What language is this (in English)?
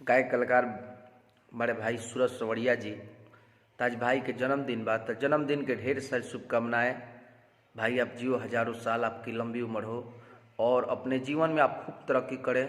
Bhojpuri